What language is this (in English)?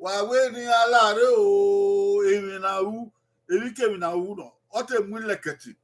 Bini